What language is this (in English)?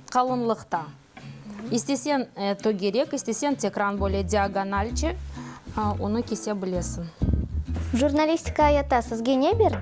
Crimean Tatar